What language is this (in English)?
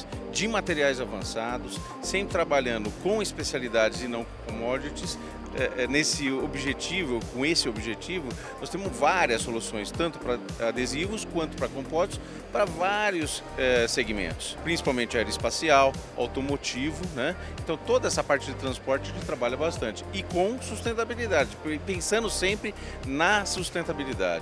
Portuguese